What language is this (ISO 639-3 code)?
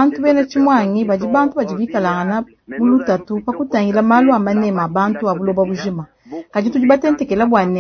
lua